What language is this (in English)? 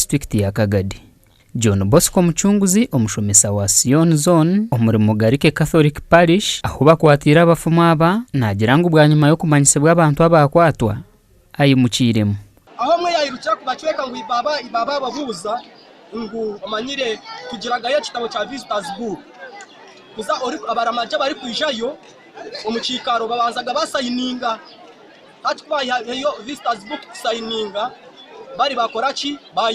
Nyankole